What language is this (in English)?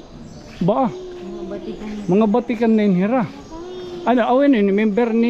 Waray